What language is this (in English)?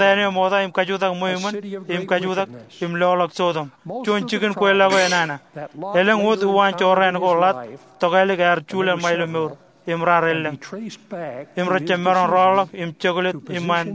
Marshallese